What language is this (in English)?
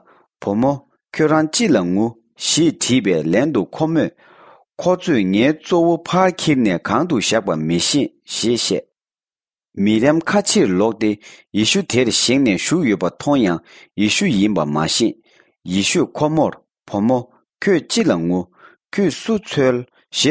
Tibetan